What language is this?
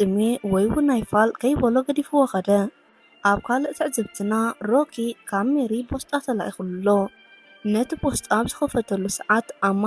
Tigrinya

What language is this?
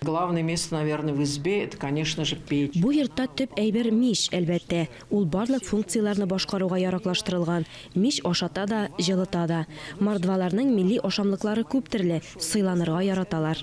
Tatar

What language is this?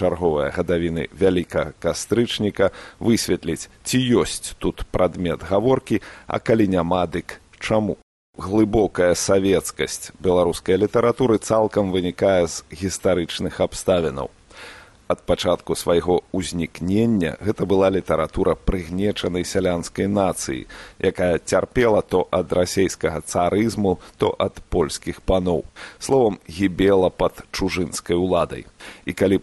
Belarusian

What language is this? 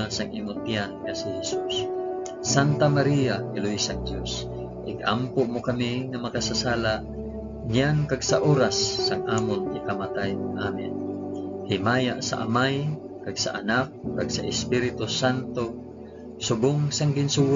Hiligaynon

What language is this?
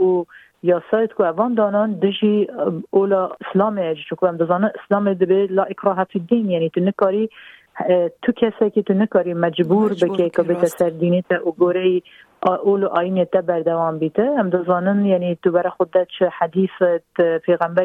Kurdish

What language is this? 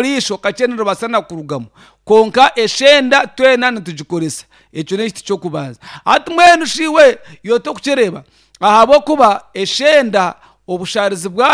Nyankole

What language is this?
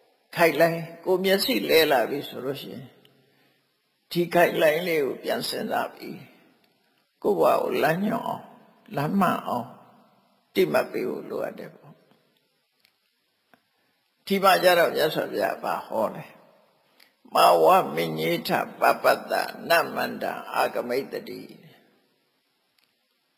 Burmese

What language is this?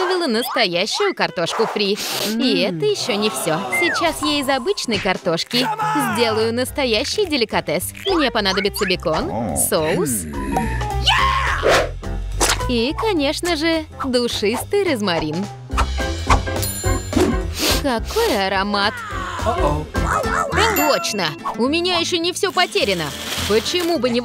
Russian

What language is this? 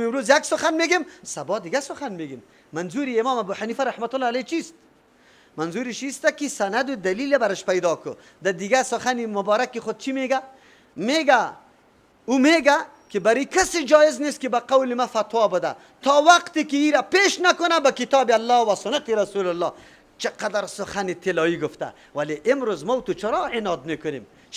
Persian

